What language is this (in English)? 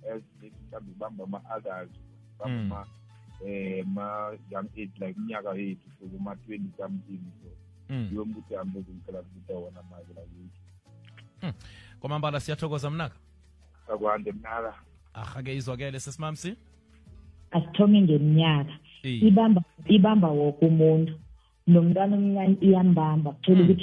South Ndebele